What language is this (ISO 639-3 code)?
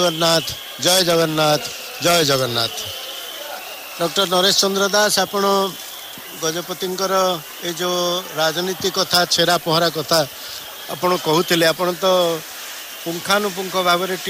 ori